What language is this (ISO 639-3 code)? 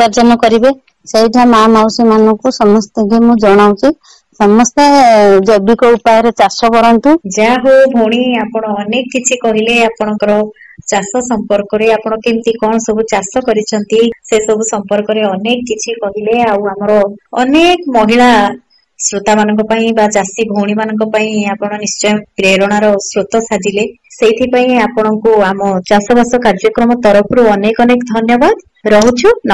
ori